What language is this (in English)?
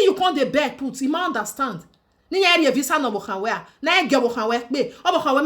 Nigerian Pidgin